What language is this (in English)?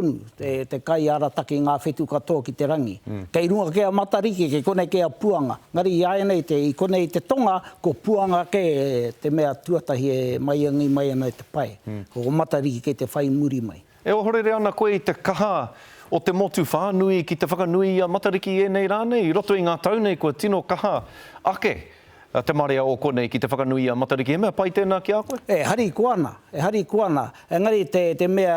Māori